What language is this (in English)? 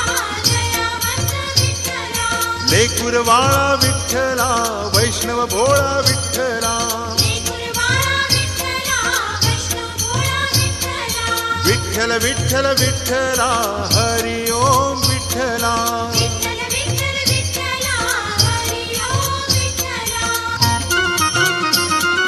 Marathi